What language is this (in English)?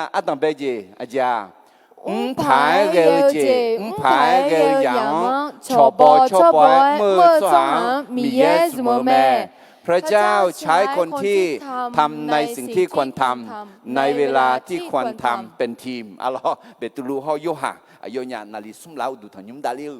Akha